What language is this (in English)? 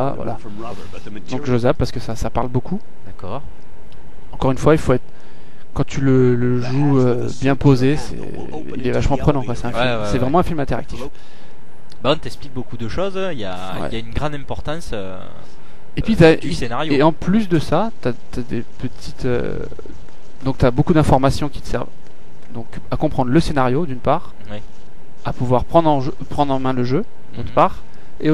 French